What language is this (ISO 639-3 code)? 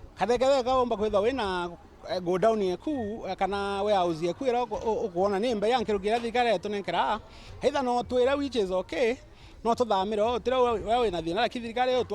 mer